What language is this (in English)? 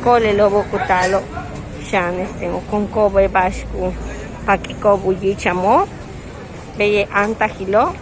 Yucateco